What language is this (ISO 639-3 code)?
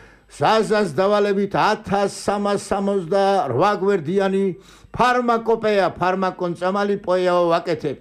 kat